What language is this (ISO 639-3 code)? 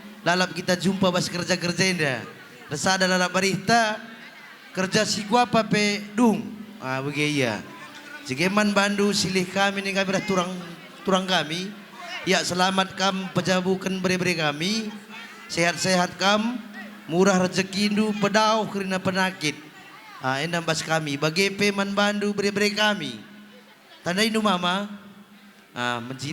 btx